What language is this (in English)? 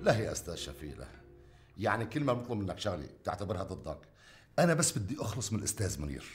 North Levantine Arabic